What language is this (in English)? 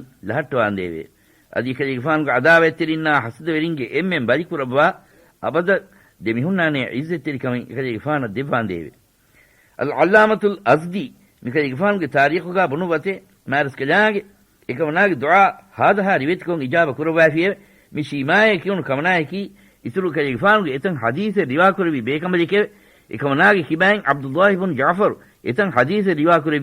Divehi